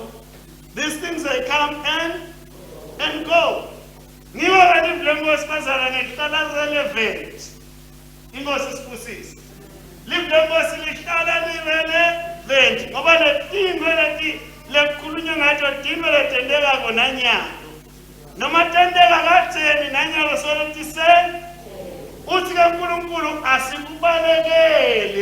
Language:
Swati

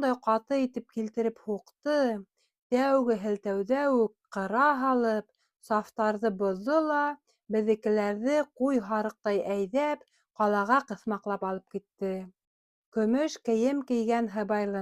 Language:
Bashkir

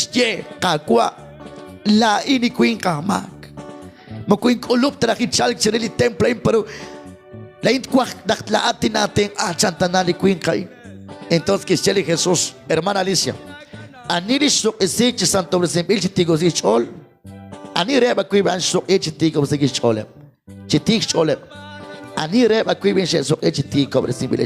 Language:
Kekchí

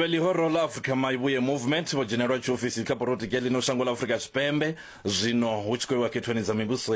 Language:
Venda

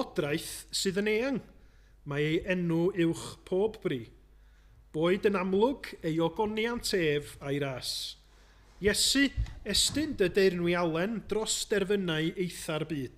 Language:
Welsh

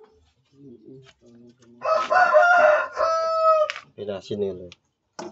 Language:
Javanese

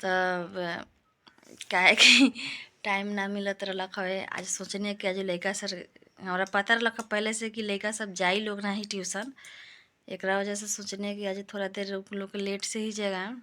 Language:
Bhojpuri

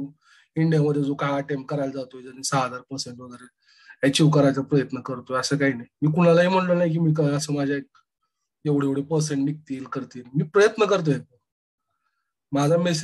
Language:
Marathi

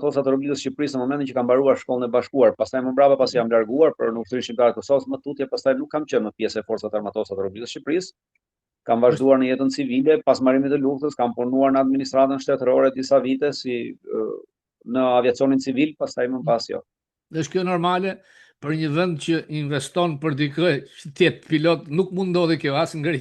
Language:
Albanian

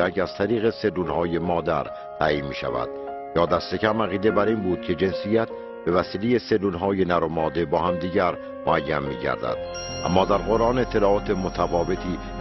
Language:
Persian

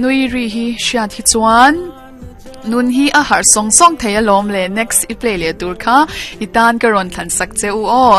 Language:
Mizo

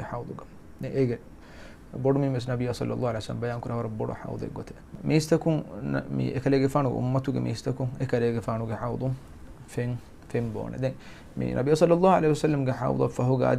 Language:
Divehi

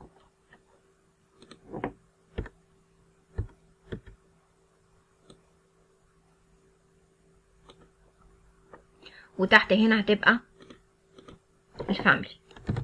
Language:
Egyptian Arabic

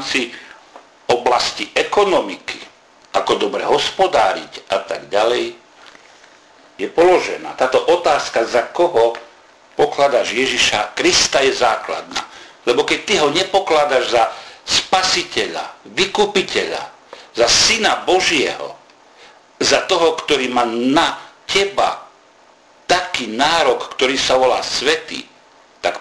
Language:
Slovak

